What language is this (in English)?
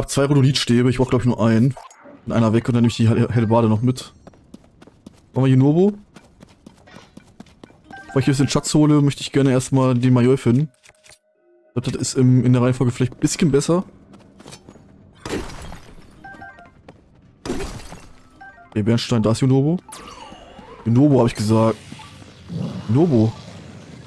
German